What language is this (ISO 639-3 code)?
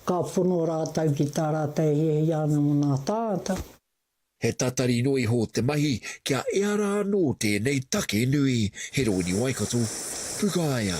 mri